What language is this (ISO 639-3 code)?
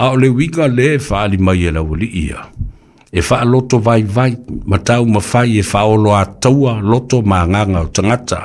smo